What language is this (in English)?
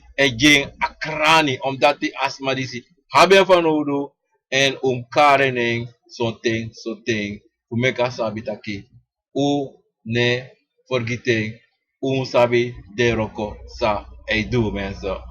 Sranan Tongo